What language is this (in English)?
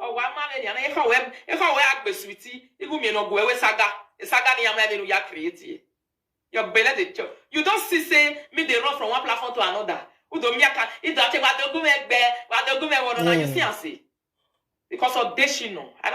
Nigerian Pidgin